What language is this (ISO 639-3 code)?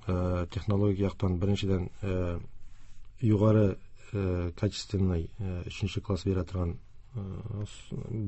tat